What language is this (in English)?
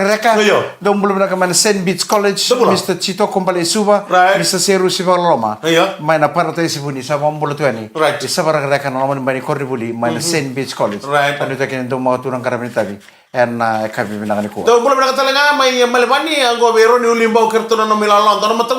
Fijian